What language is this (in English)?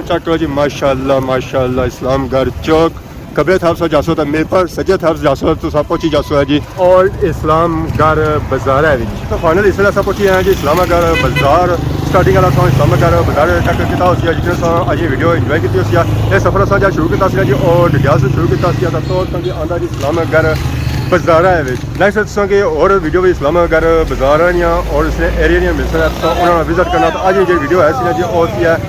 Pahari-Potwari